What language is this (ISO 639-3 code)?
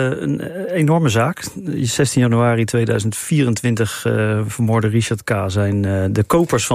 nld